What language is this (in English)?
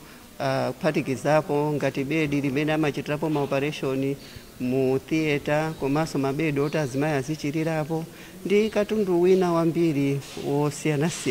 Nyanja